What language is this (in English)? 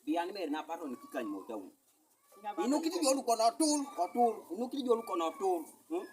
Teso